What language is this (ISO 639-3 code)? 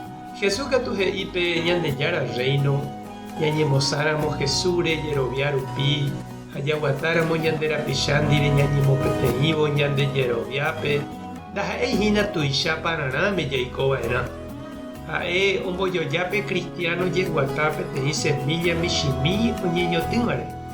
grn